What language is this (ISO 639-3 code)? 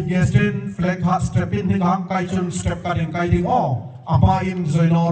dln